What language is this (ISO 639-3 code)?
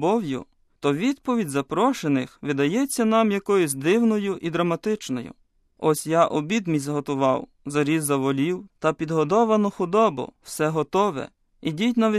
ukr